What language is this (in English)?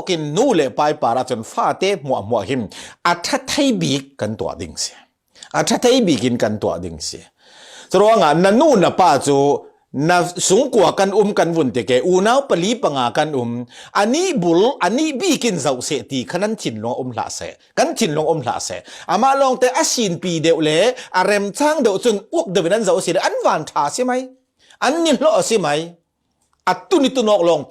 Falam Chin